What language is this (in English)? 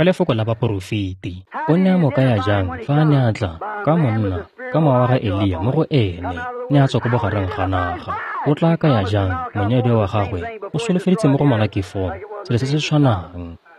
Tswana